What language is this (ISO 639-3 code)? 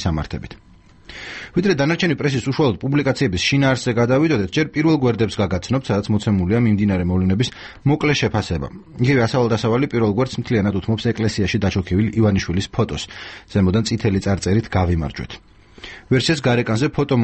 kat